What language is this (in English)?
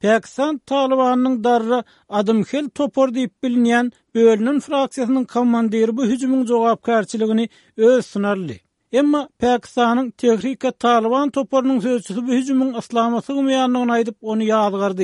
Turkmen